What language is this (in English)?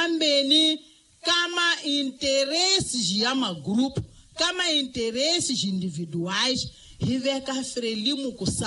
Tsonga